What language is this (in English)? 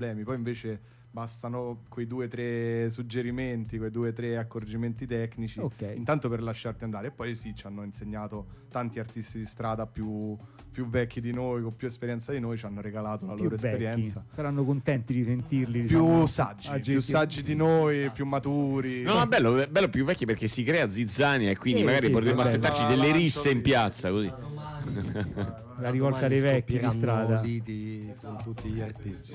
Italian